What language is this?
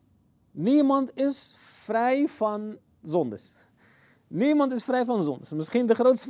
Dutch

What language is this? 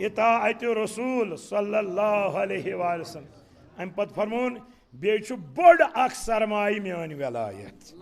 Kashmiri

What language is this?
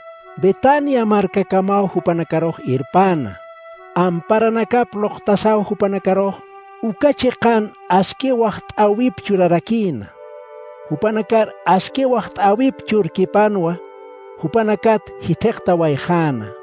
Aymara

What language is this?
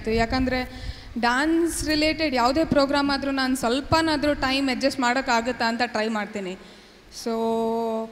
Kannada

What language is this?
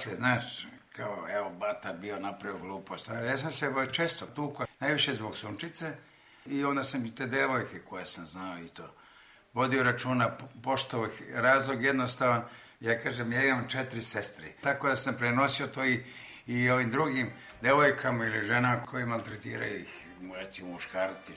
Serbian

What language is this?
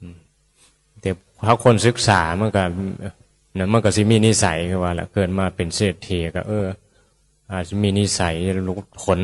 Northeastern Thai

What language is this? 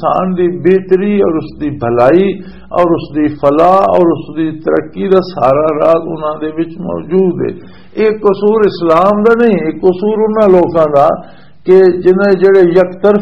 Western Panjabi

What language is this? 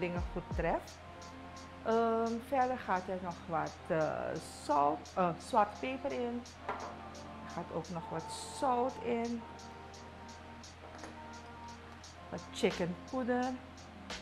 Dutch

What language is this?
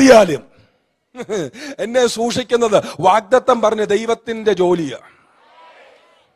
Malayalam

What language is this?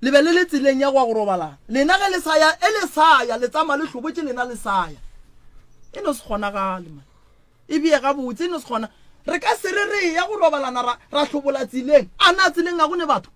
Northern Sotho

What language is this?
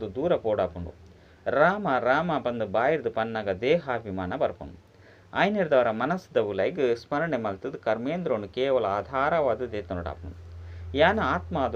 Tulu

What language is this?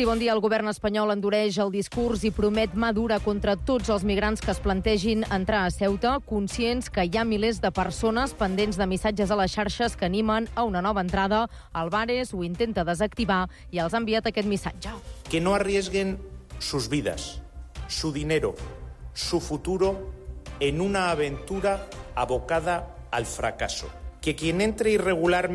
Catalan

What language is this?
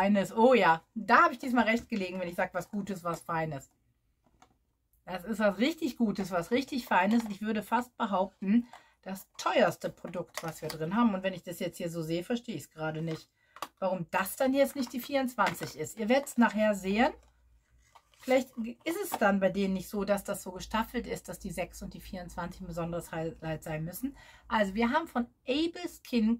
German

